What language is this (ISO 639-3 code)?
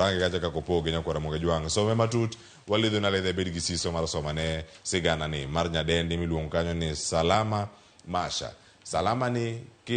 luo